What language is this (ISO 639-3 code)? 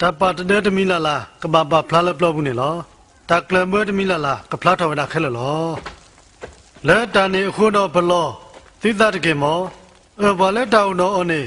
ksw